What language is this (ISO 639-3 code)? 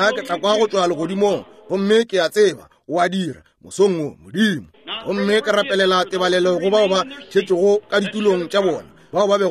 nso